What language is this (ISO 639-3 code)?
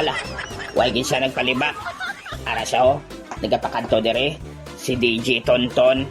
hil